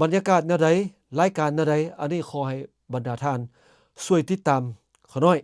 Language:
Lao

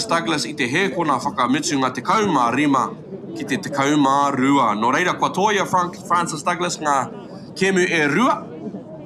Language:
Māori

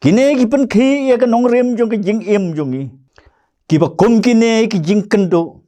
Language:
Khasi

